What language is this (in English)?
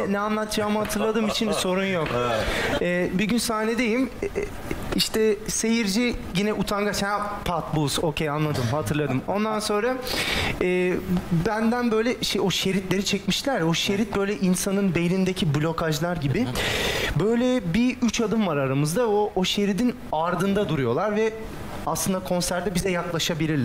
Turkish